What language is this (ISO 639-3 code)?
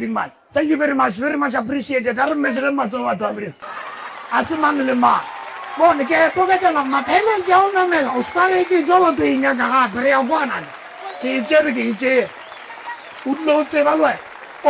nso